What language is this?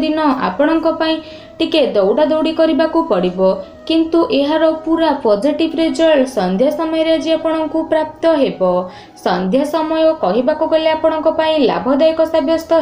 Odia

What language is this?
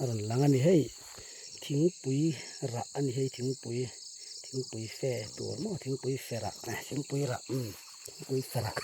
Mizo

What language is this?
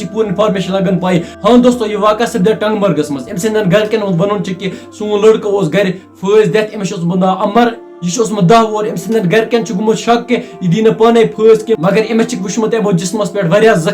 Kashmiri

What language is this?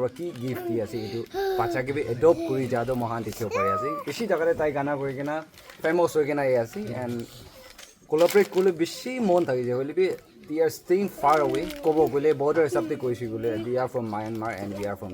Naga Pidgin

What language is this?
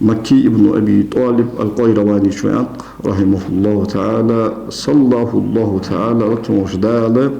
Ingush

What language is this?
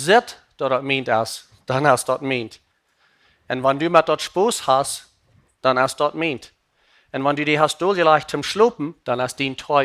Plautdietsch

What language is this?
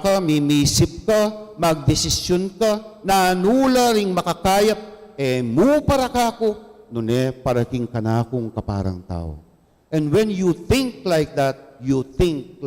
Pampanga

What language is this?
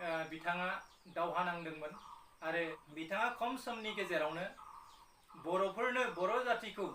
Bodo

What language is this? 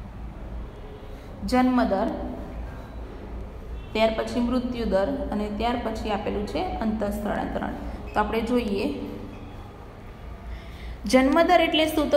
Gujarati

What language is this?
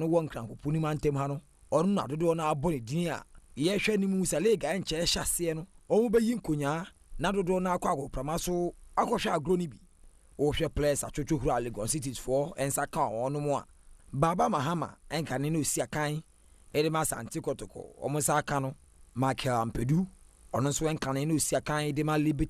Akan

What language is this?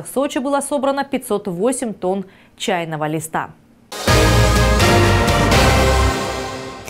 Russian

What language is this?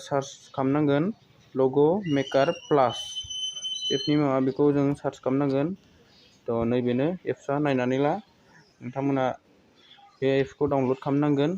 Bodo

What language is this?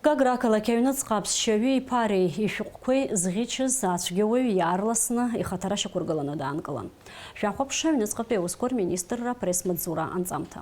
Abkhazian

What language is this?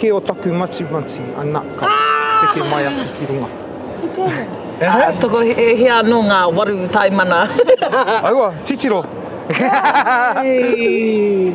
Māori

